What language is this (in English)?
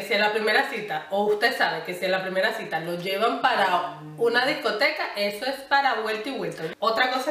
Spanish